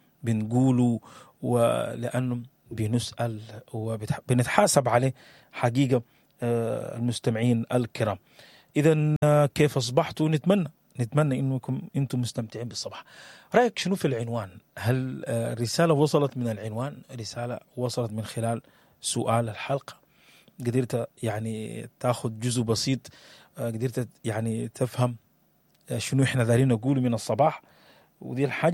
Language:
Sudanese Arabic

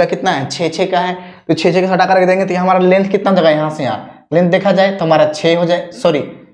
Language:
Hindi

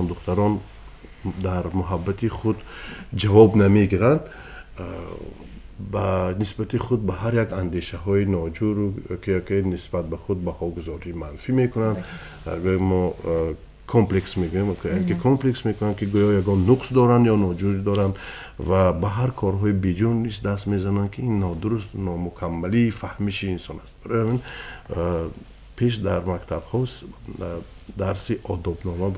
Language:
Tajik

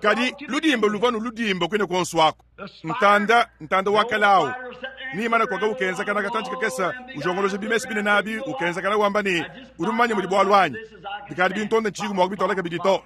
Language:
Luba-Lulua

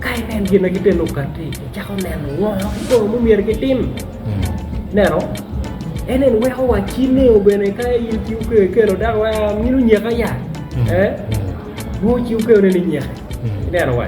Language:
Acoli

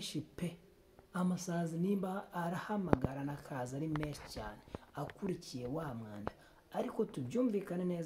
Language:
Kinyarwanda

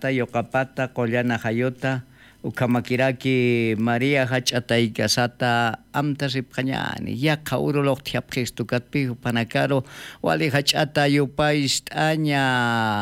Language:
Aymara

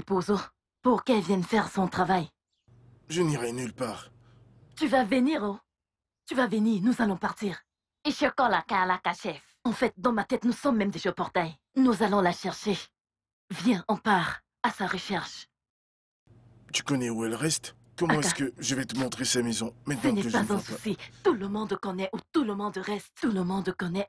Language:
French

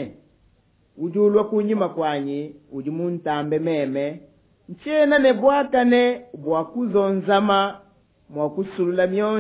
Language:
Luba-Lulua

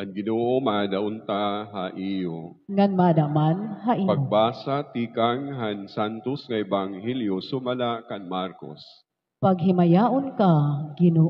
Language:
Waray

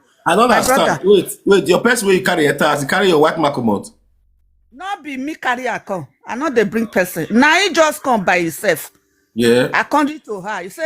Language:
Nigerian Pidgin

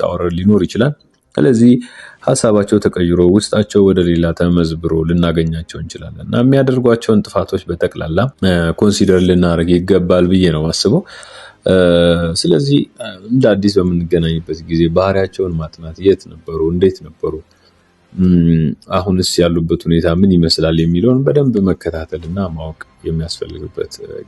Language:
Amharic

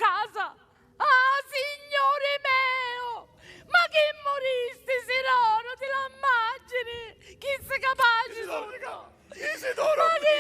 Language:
Sicilian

